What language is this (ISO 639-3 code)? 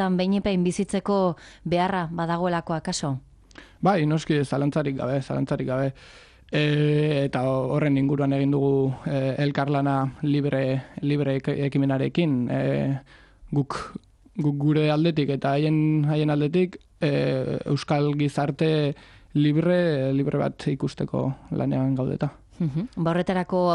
eus